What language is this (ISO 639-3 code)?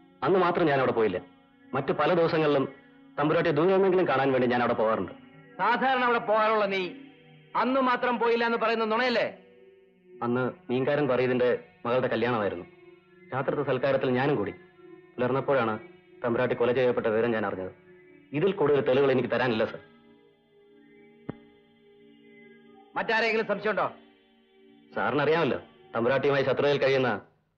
mal